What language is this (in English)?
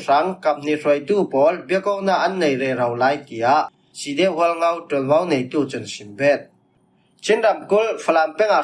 Falam Chin